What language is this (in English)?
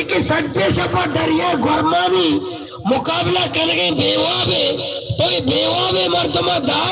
Baluchi